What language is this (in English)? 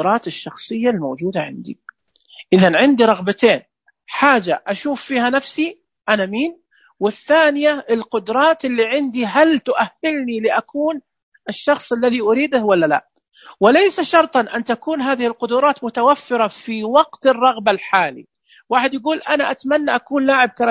Najdi Arabic